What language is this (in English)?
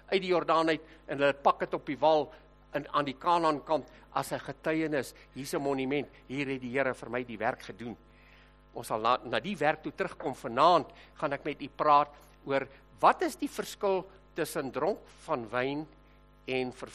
Afrikaans